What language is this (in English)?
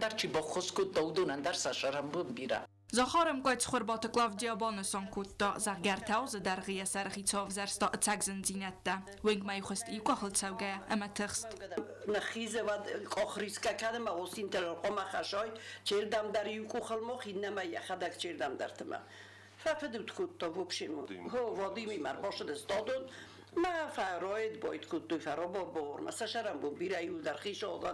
Ossetic